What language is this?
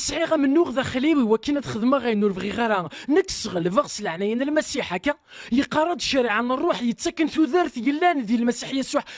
Kabyle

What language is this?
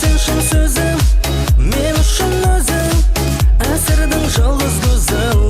Kara-Kalpak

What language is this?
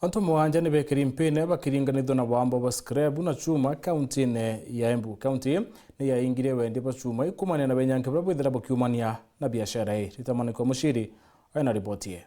Meru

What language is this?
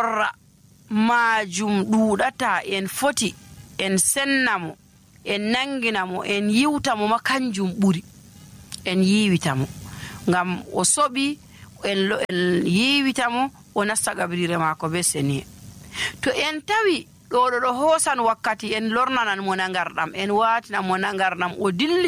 Nigerian Fulfulde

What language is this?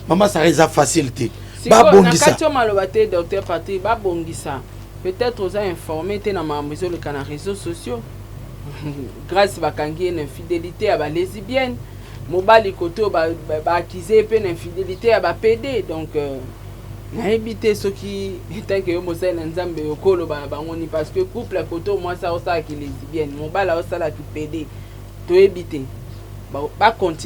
Lingala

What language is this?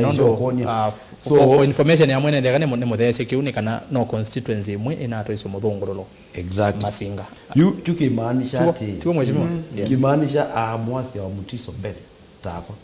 Kamba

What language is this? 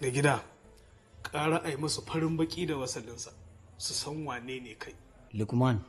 Hausa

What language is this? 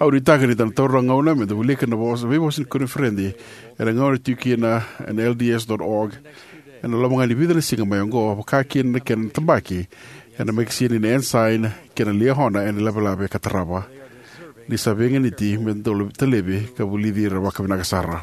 Fijian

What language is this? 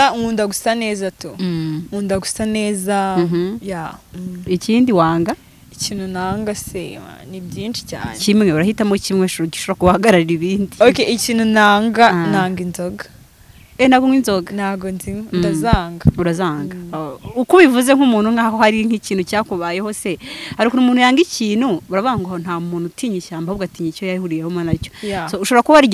Kinyarwanda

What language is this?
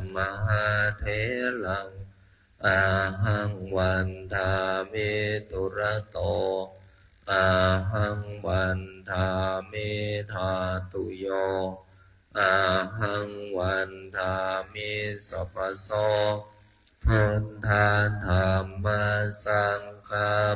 Pali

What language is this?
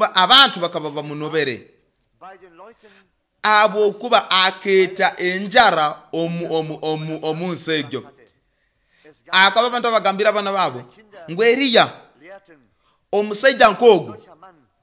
Nyoro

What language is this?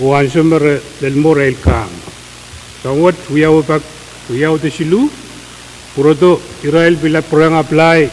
Pohnpeian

